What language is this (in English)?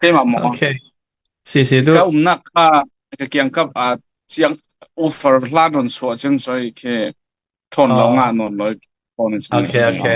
Falam Chin